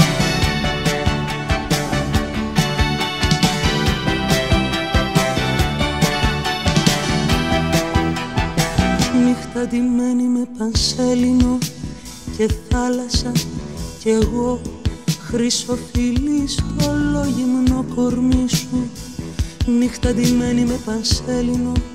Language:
Greek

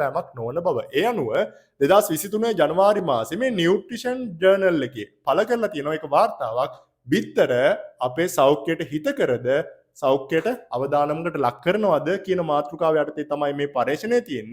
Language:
Sinhala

